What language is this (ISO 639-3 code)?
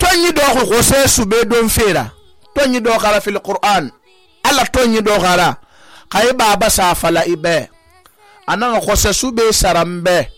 sus